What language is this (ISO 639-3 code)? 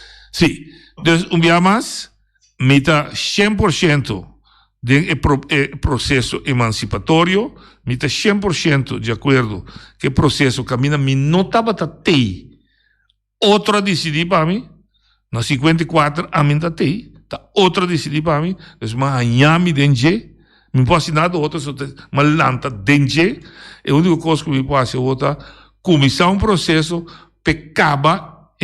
pap